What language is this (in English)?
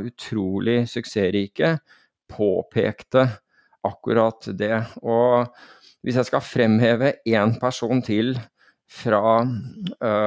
Norwegian